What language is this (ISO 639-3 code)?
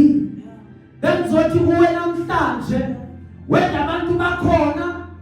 zul